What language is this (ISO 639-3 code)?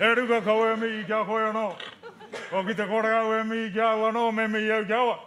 mri